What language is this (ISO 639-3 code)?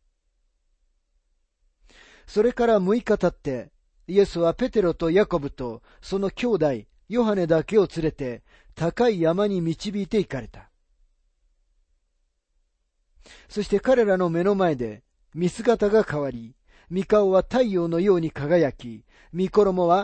jpn